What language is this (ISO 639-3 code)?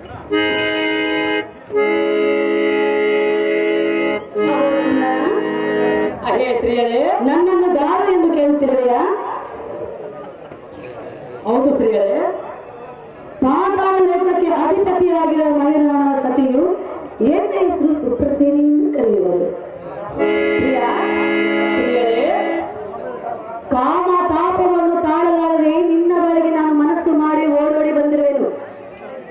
kan